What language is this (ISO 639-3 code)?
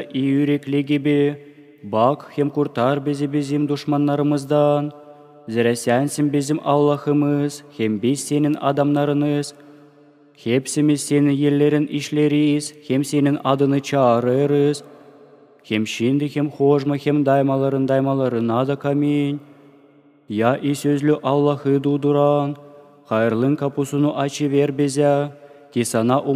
gag